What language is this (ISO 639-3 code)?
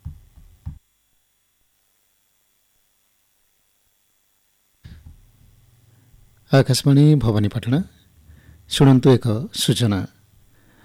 ori